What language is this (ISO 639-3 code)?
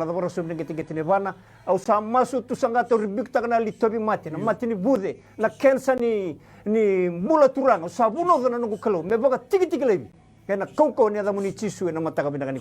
fij